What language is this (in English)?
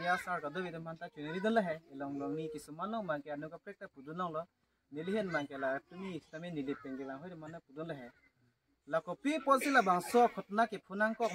Karbi